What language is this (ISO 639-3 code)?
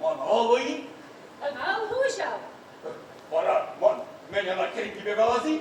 chv